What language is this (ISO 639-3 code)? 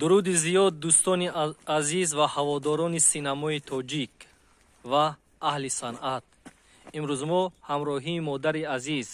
tgk